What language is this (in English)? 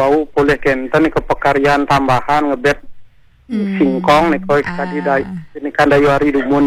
Balinese